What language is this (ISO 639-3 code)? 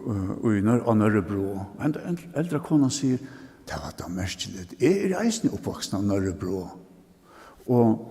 fao